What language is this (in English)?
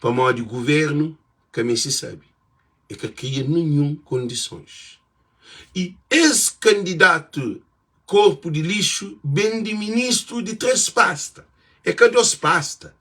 Kabuverdianu